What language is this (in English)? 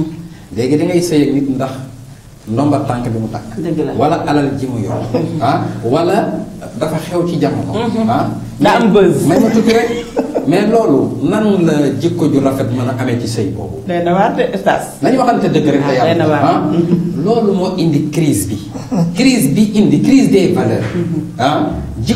Wolof